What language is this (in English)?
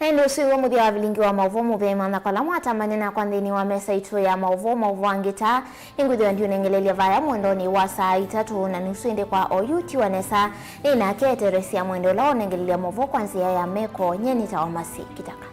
Kamba